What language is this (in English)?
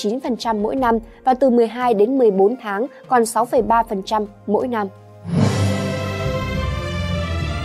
Vietnamese